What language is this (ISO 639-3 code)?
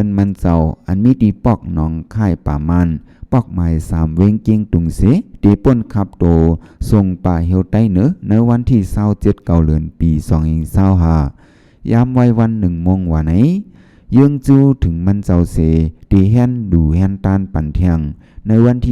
shn